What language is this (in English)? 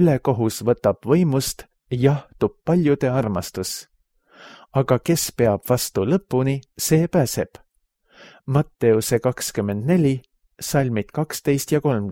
Estonian